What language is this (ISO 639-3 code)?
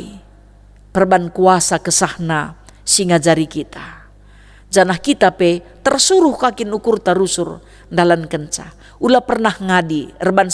btx